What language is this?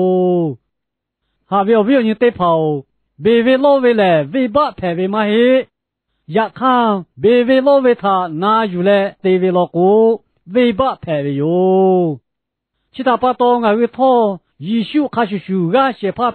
Lahu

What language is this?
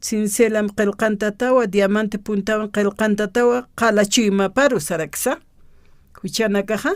Aymara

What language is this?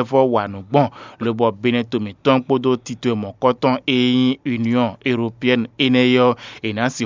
Fon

